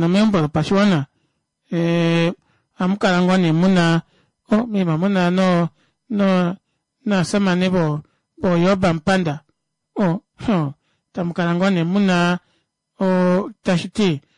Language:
Kuanyama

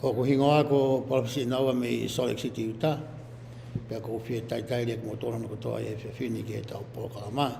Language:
Tongan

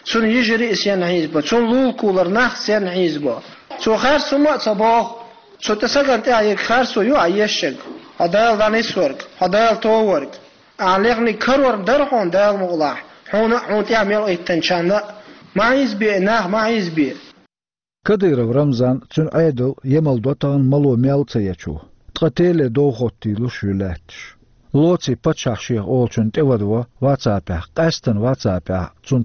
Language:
Chechen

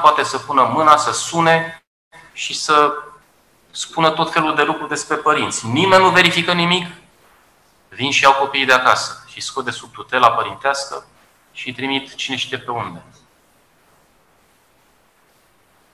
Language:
Romanian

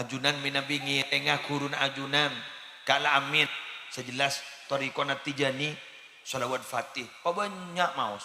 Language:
Madurese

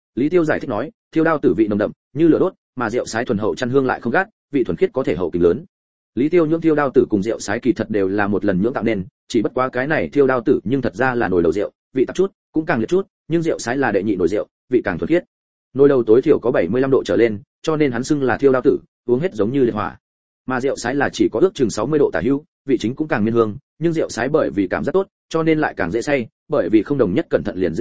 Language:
Vietnamese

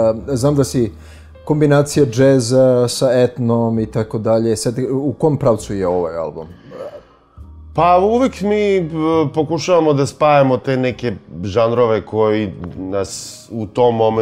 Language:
Serbian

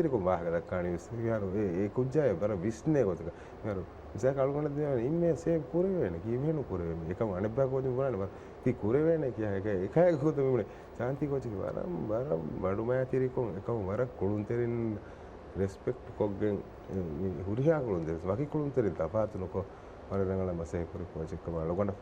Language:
Divehi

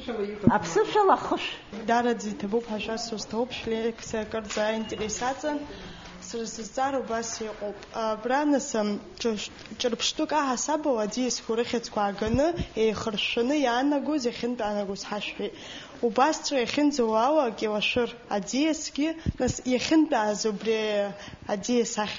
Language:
Abkhazian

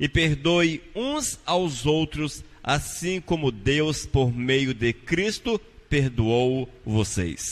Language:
Portuguese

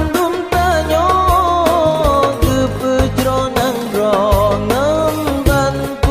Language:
Achinese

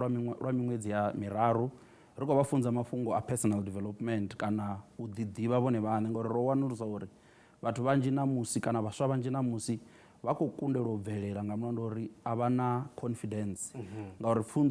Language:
Venda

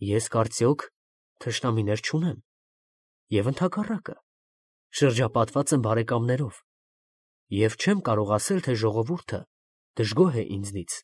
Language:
Armenian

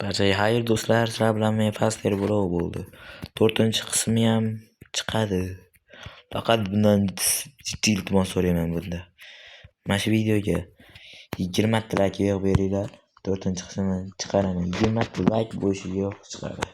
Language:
Uzbek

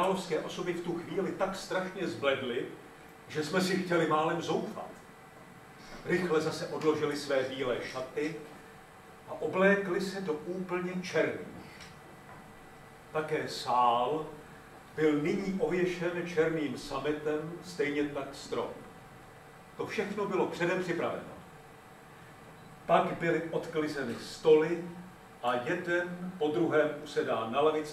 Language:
Czech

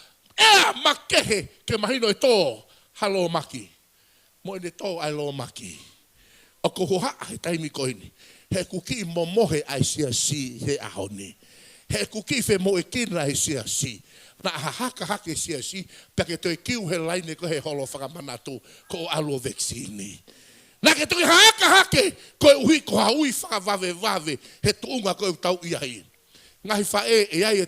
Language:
Tongan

